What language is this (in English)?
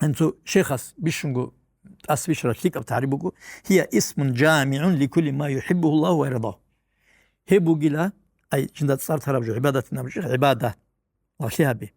Avaric